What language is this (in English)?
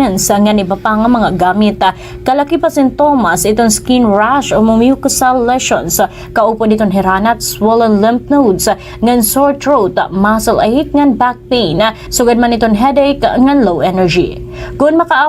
Waray